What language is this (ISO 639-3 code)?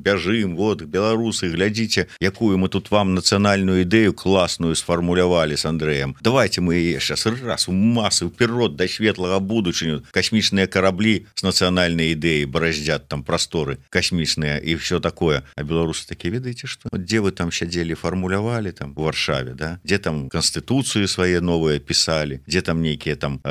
bel